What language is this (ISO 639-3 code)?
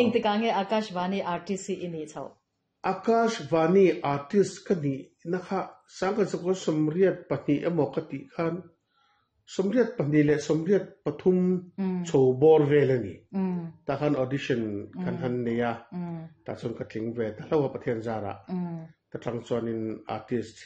lus